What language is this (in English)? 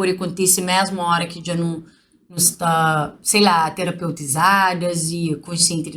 Kabuverdianu